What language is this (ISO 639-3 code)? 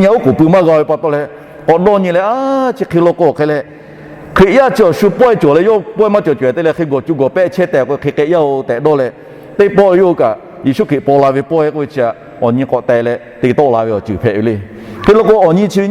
lhu